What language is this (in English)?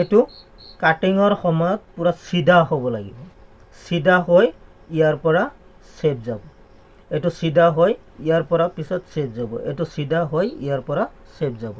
Assamese